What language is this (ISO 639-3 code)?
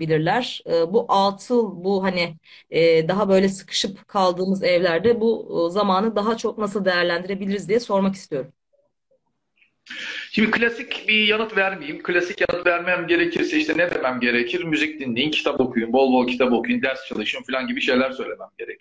tur